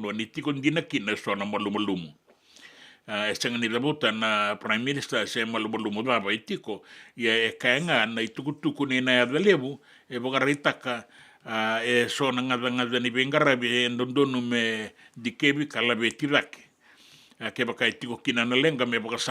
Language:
Fijian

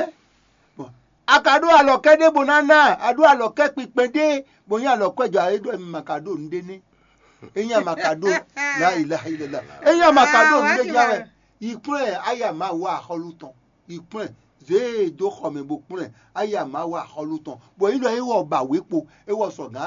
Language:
Fon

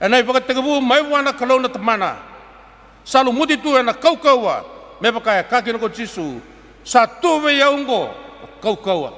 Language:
Fijian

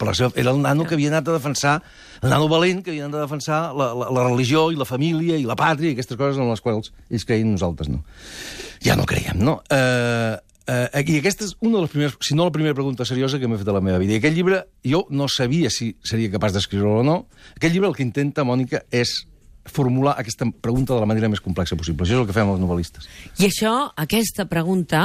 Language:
Catalan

